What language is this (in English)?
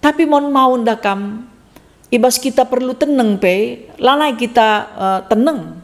Batak Karo